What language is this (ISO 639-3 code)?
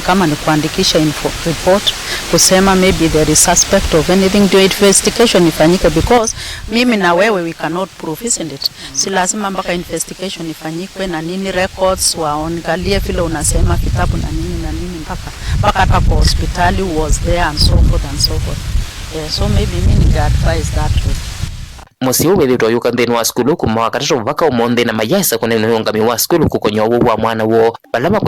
kam